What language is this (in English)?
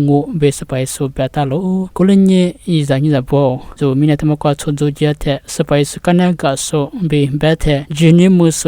Lisu